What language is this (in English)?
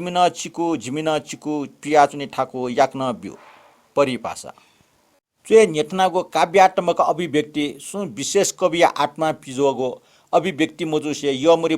Newari